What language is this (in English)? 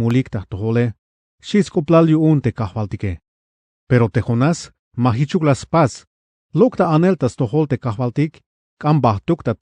Tzeltal